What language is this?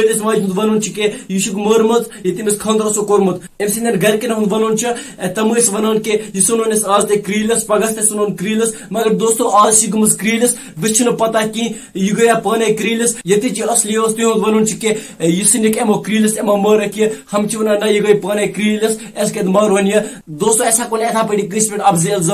Kashmiri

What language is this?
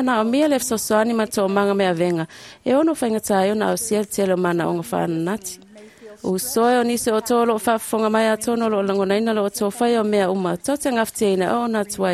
Samoan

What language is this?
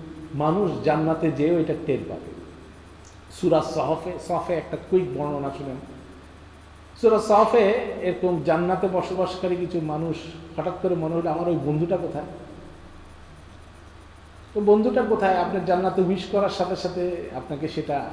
Bangla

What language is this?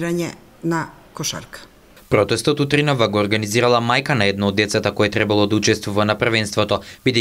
Macedonian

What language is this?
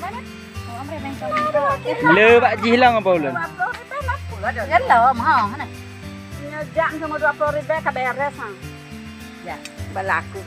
Achinese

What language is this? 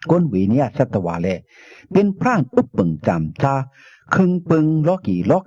Shan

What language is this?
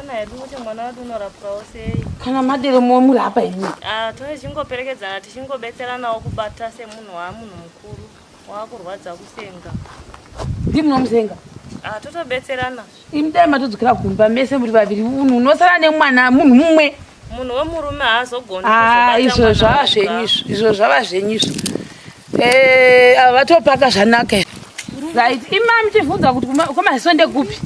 Shona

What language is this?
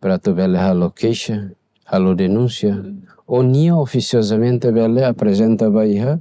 Tetum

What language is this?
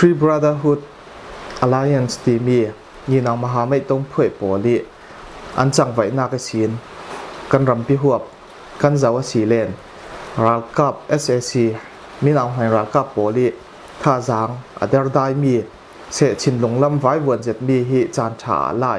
Falam Chin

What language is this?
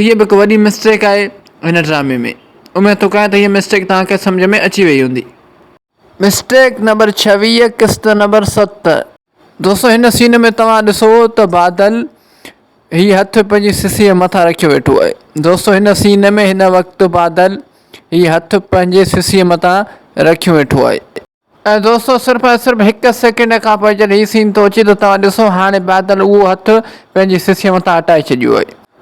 Sindhi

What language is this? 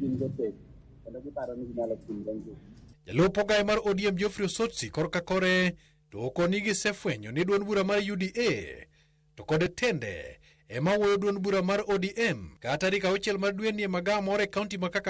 Luo (Kenya and Tanzania)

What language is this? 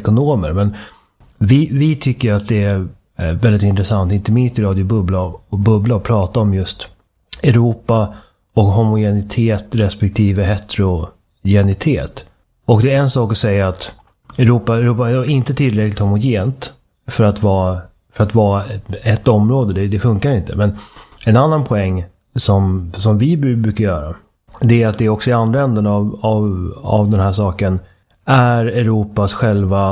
Swedish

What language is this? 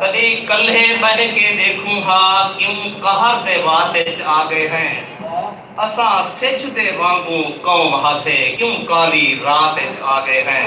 Saraiki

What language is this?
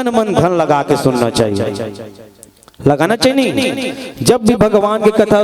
Chhattisgarhi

